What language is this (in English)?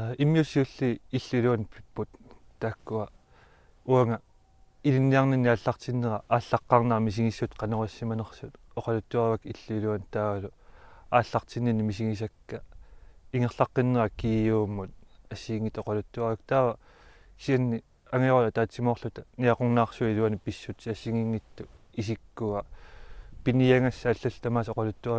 Kalaallisut